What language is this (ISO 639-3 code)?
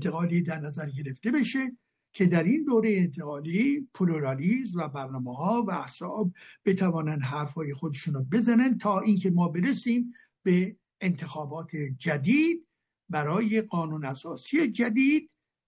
fas